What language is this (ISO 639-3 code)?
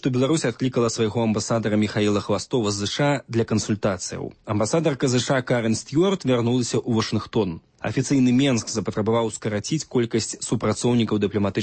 bel